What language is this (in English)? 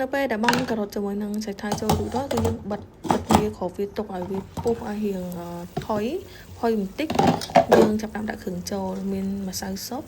Khmer